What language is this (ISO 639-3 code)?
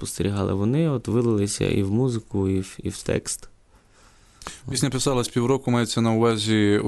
ukr